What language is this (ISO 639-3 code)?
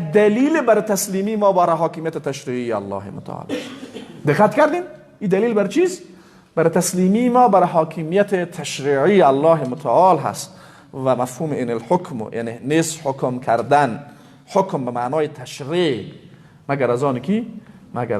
fas